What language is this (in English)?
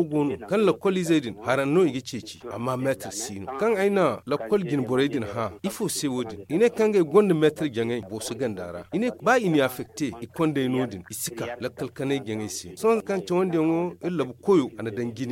Zarma